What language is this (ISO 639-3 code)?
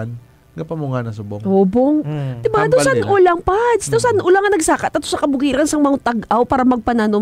hil